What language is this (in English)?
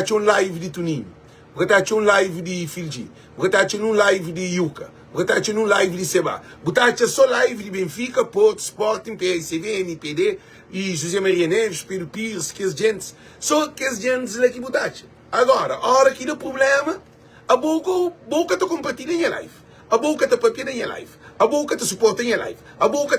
Kabuverdianu